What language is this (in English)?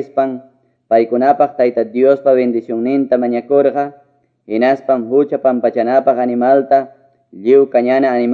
Quechua